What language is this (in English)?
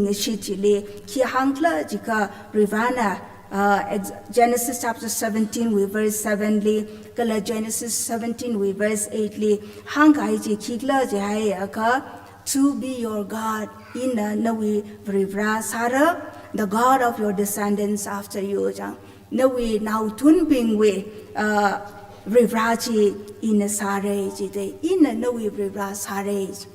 Tangkhul Naga (India)